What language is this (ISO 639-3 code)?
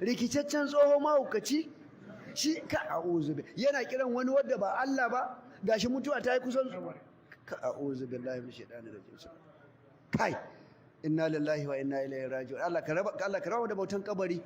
hau